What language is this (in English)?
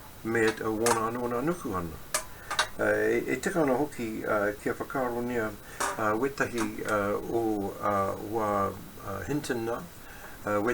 Māori